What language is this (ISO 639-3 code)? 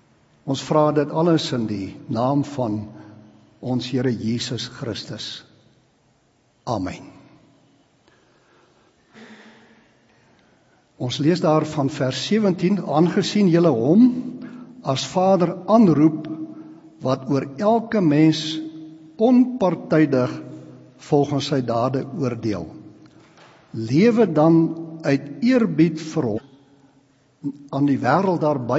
afr